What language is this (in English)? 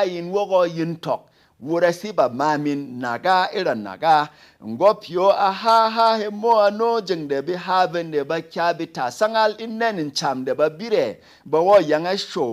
Berom